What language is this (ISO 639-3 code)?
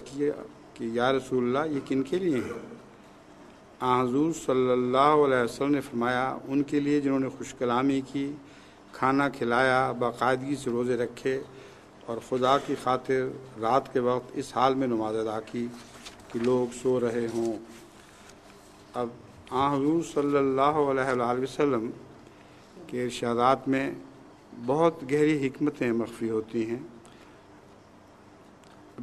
urd